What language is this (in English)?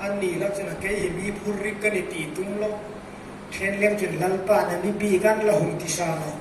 Hmar